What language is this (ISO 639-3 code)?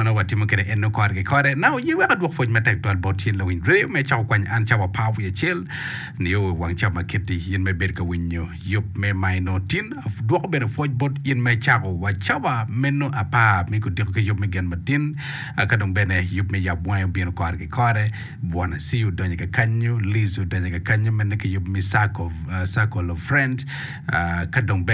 ach